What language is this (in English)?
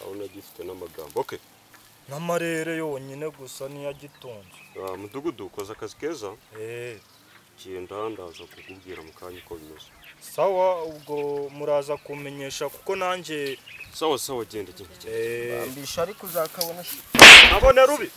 Kinyarwanda